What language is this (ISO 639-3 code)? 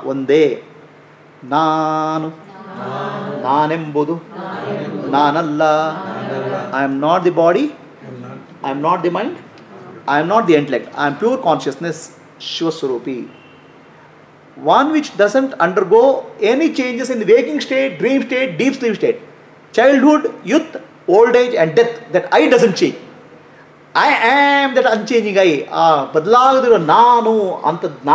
kan